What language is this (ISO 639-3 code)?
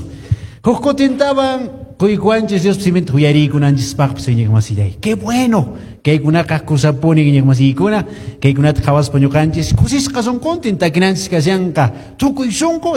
que